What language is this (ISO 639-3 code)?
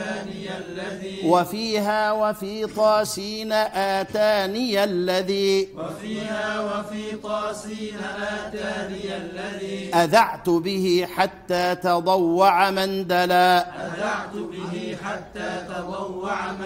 ara